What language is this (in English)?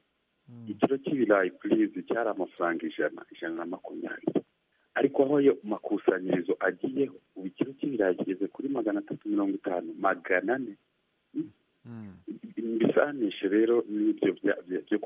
Kinyarwanda